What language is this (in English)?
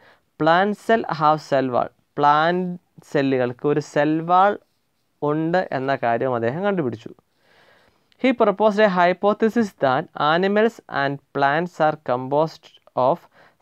Malayalam